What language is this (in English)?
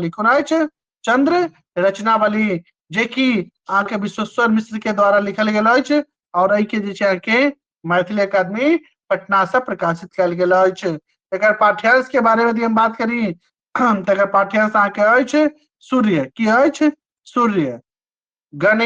Maithili